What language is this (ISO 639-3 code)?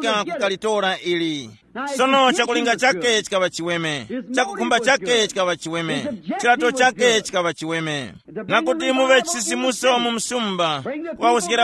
tum